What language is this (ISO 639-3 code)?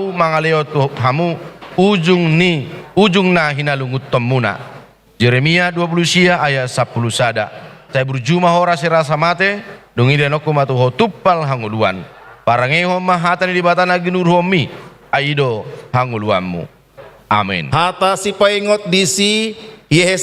bbc